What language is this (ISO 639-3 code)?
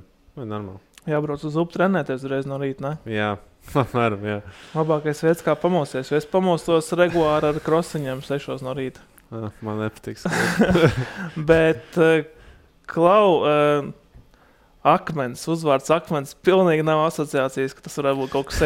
lav